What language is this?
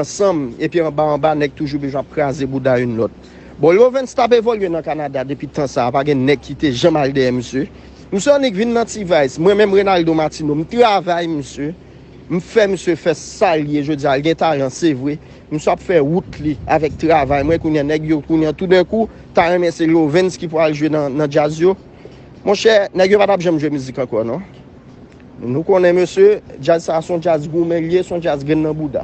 Haitian Creole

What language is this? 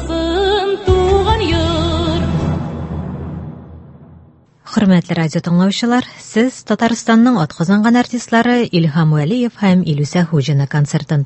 Tatar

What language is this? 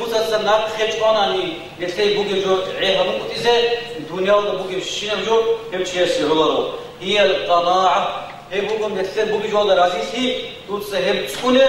Avaric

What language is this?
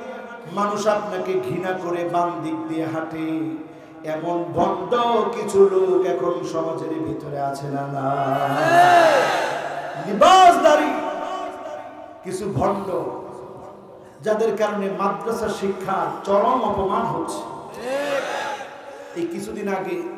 Bangla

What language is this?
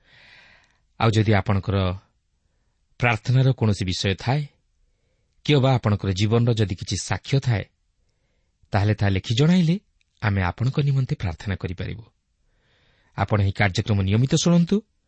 Odia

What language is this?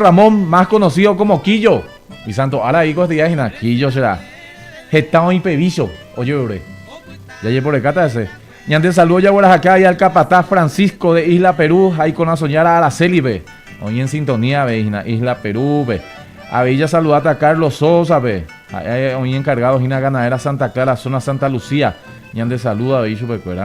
Guarani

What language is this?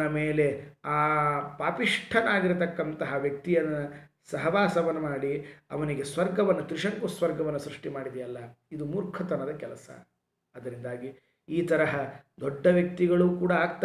Kannada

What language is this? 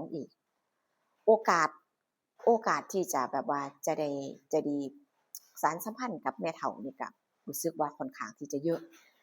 Northeastern Thai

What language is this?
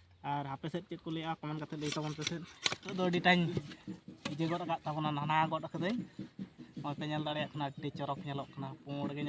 Santali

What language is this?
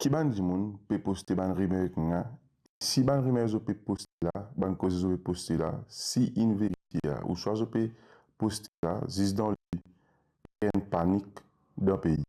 Morisyen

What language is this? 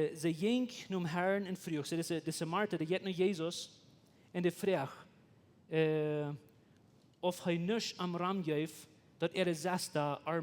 Plautdietsch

